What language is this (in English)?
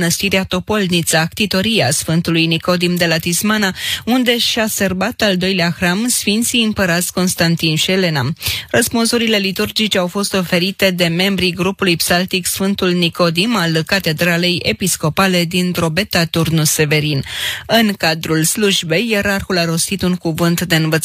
Romanian